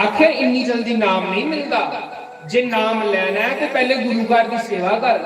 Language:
Dogri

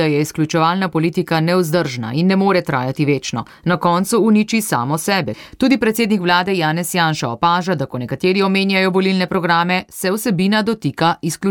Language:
Slovenian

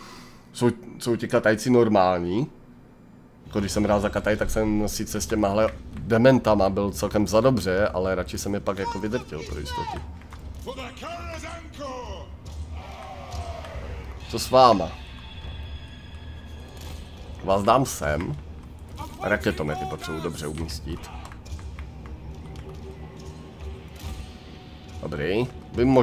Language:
Czech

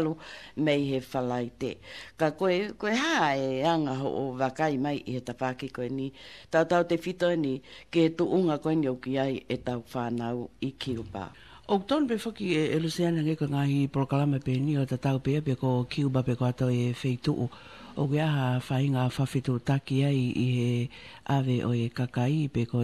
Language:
Tongan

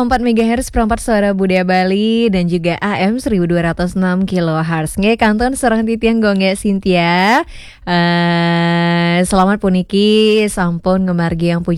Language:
Balinese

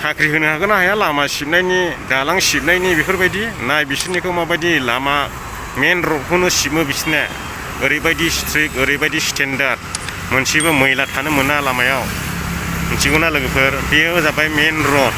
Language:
Bodo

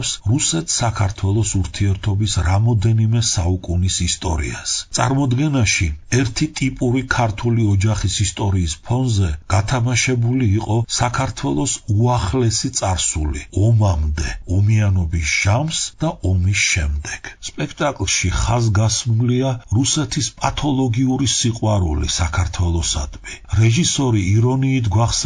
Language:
Georgian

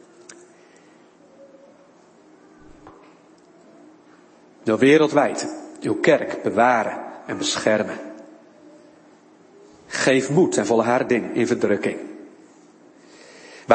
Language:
Dutch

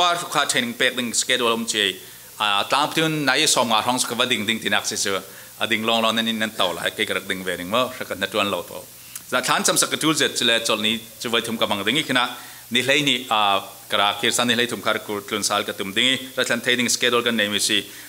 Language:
Falam Chin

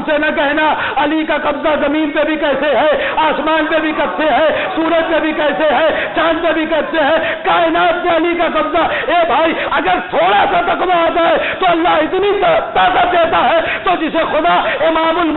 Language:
Urdu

